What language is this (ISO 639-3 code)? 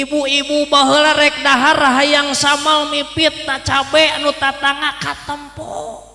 sun